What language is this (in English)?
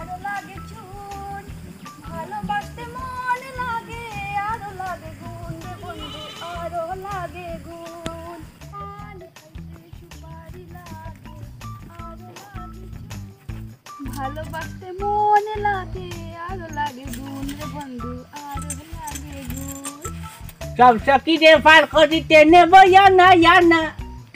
Sylheti